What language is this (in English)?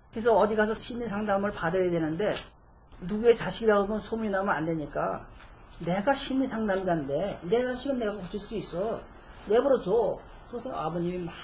Korean